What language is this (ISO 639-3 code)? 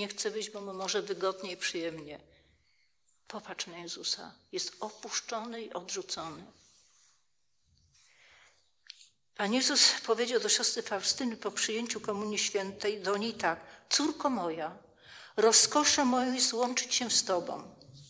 pol